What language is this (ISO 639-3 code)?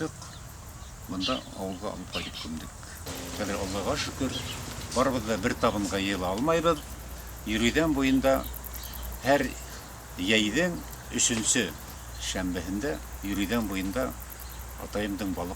bak